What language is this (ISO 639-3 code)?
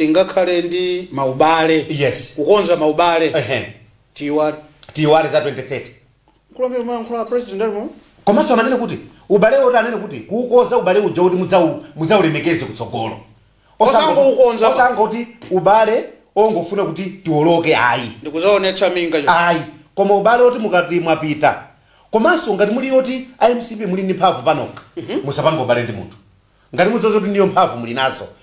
nya